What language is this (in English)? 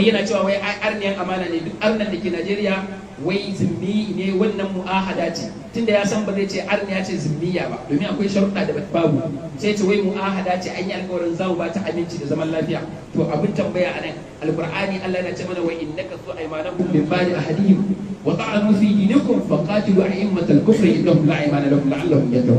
Hausa